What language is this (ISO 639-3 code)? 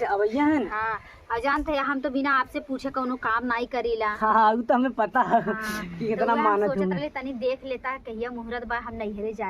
awa